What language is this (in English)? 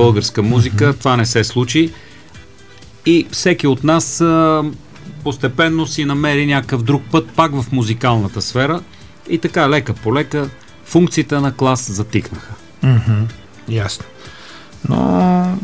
Bulgarian